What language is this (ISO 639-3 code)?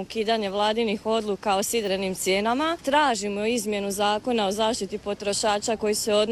hrv